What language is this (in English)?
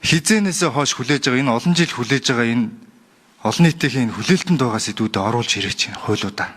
Mongolian